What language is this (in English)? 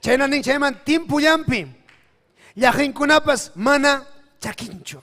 Ayacucho Quechua